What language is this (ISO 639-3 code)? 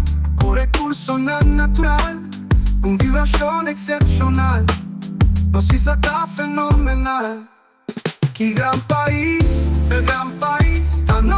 pap